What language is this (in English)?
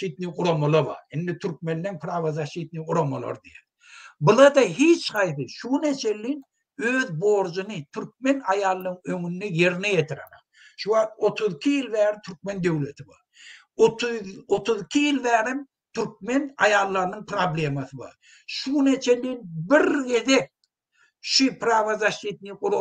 Turkmen